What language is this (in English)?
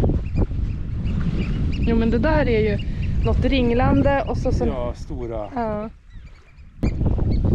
Swedish